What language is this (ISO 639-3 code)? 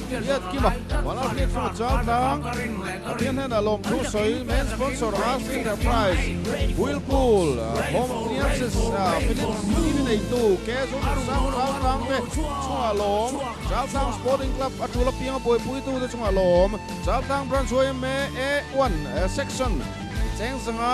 lus